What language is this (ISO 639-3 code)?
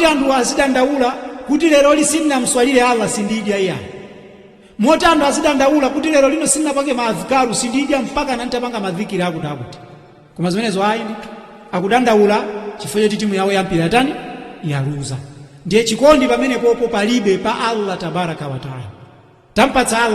nya